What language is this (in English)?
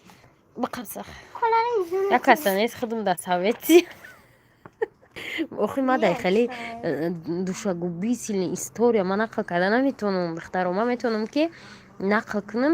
Tajik